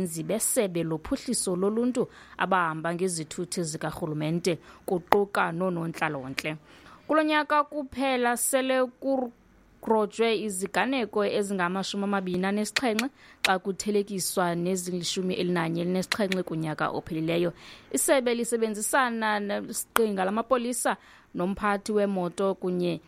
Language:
Xhosa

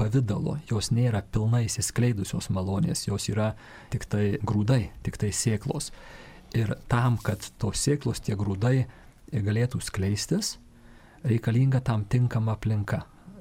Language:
Lithuanian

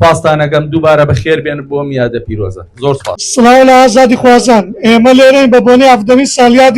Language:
Central Kurdish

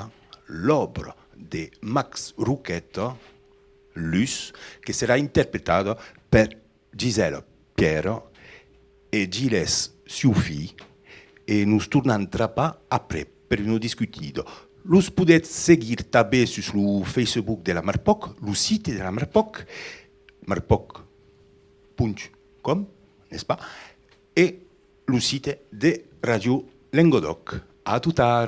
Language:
Occitan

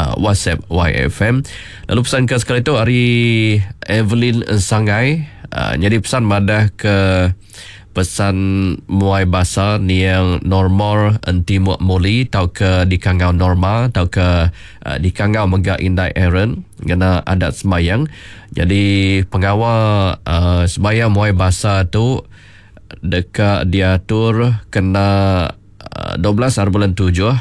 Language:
Iban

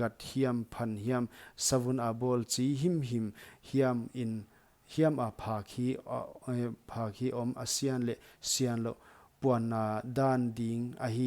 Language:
Paite Chin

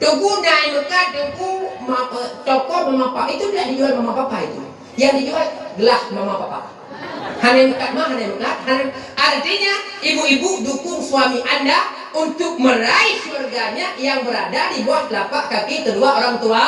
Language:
Achinese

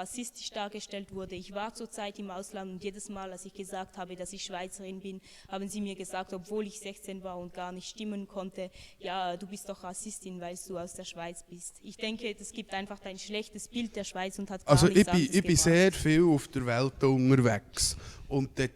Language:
Swiss German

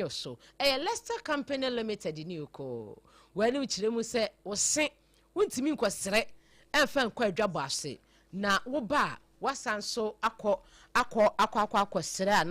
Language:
Akan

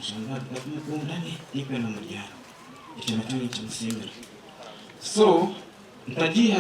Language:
Nyankole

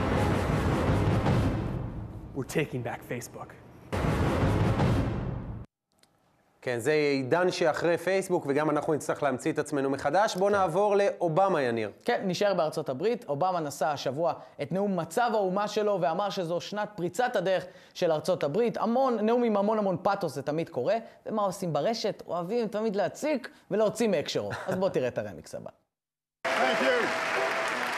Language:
Hebrew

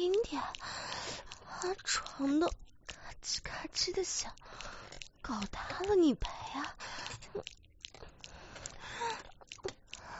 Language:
Chinese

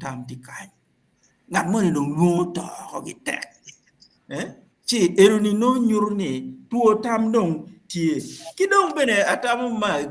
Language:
Acoli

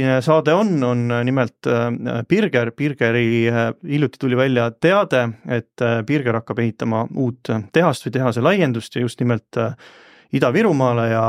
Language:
Estonian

